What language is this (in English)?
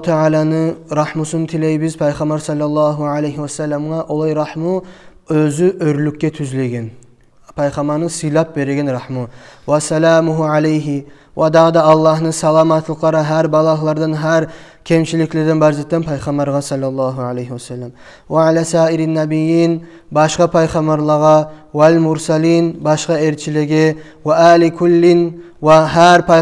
Kumyk